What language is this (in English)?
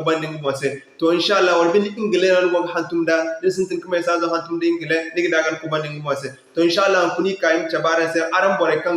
Zarma